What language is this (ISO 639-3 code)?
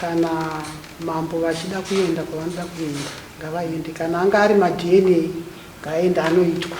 sna